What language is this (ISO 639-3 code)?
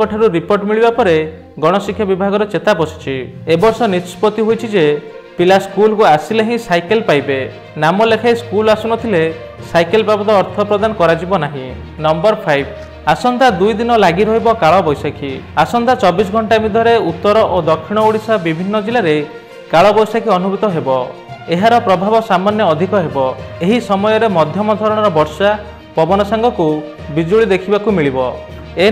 ori